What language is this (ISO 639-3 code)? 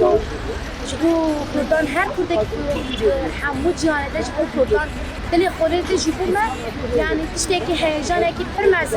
kur